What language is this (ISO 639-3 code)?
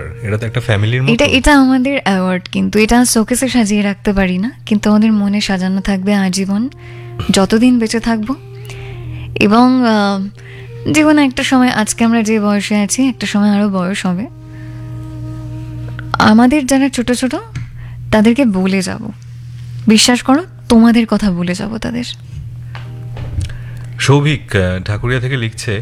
ben